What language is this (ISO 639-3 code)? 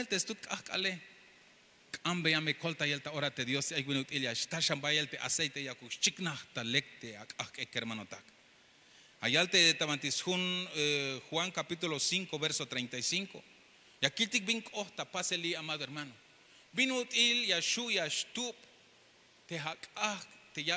tzh